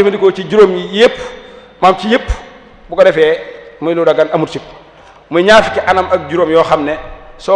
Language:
Wolof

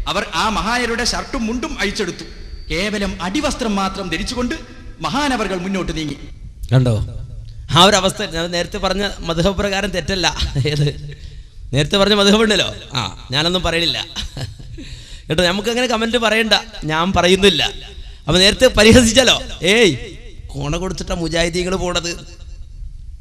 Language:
Malayalam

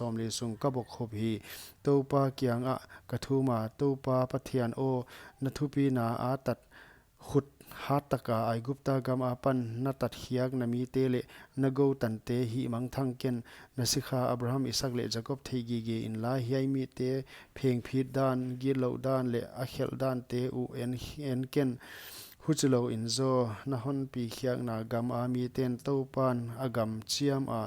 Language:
Paite Chin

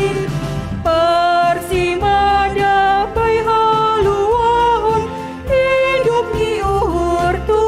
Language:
Batak Simalungun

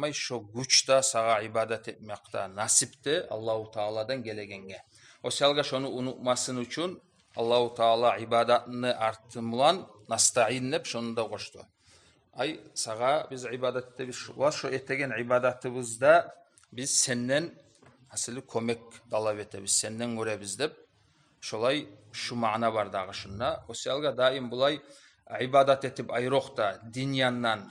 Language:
Kumyk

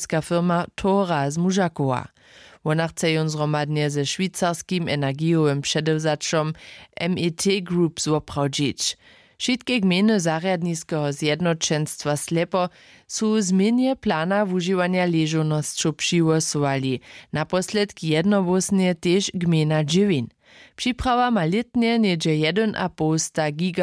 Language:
Upper Sorbian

